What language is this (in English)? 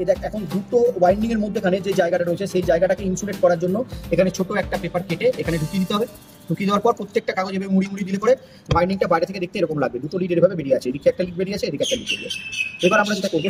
Bangla